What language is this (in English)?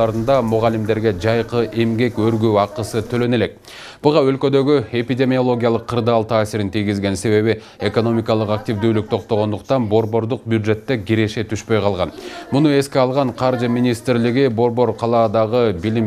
Kyrgyz